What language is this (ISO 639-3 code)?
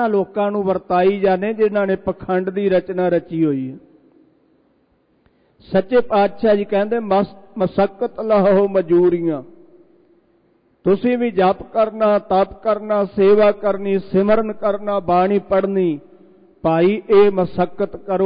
pan